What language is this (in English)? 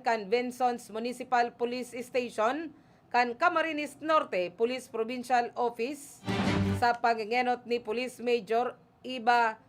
Bikol